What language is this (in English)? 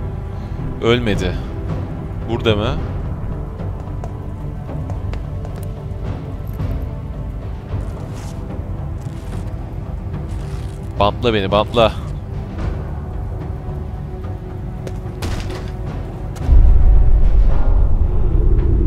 Turkish